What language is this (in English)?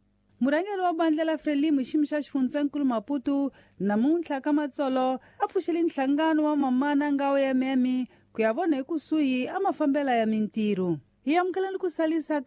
Tsonga